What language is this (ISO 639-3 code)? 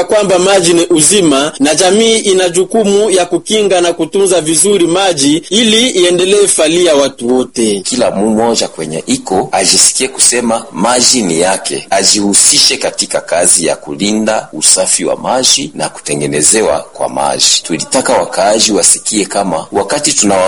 swa